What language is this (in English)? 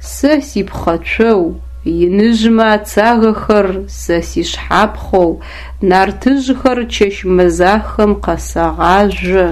Adyghe